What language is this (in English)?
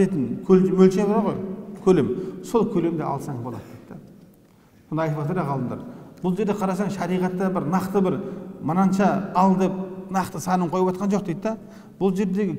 Kazakh